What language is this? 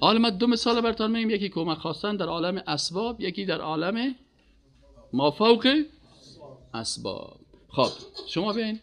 Persian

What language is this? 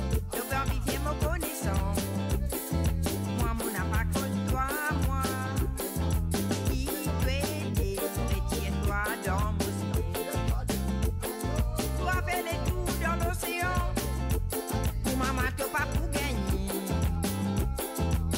French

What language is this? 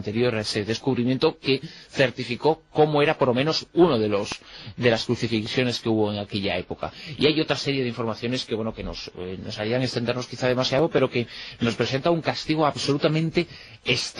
Spanish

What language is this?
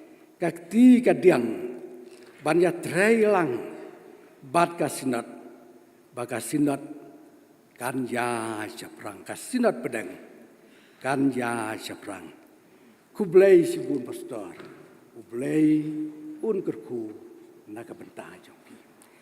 Khasi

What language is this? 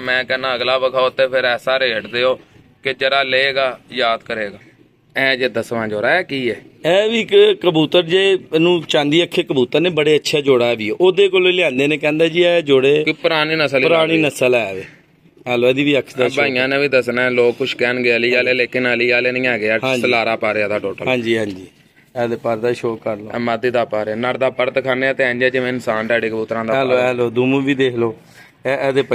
Punjabi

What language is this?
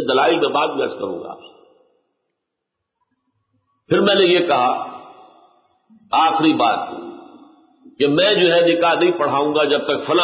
Urdu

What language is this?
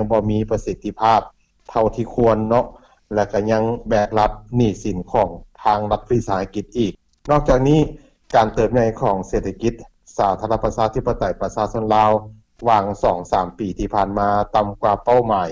Lao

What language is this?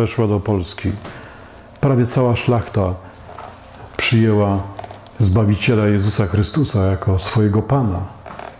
Polish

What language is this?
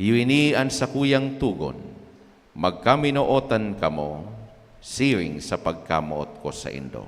Bikol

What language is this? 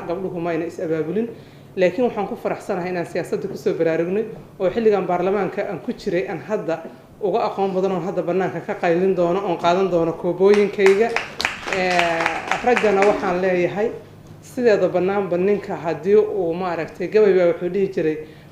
Somali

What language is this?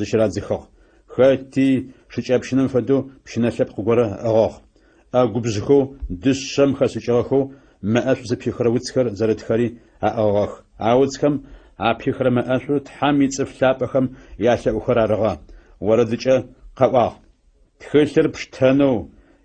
Adyghe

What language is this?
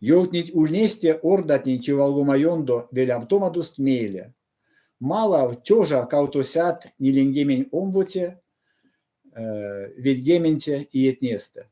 Erzya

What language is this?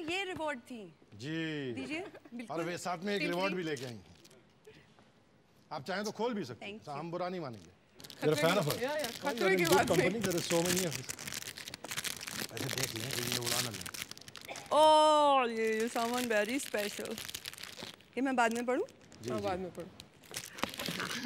Hindi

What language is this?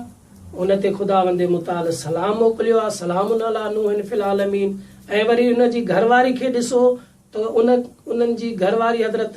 Sindhi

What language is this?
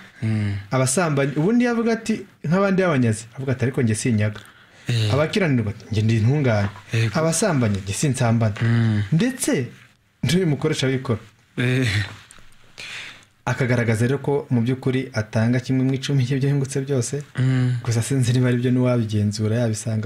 Kinyarwanda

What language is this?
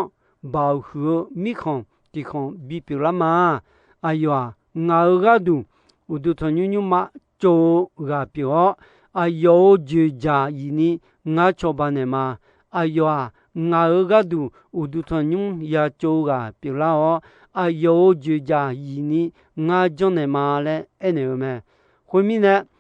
Akha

